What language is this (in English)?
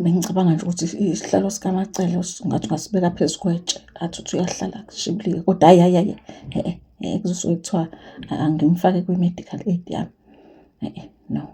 Zulu